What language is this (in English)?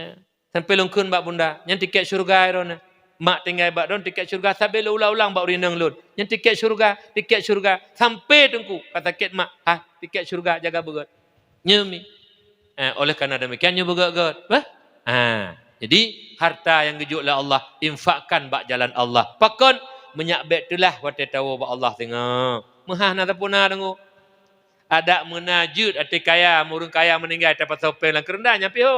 Achinese